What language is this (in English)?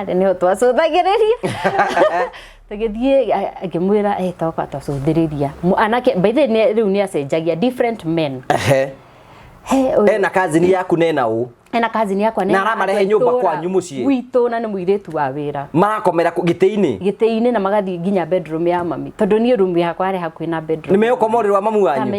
Kikuyu